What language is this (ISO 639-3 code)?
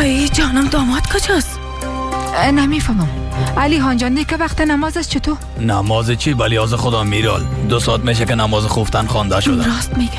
fas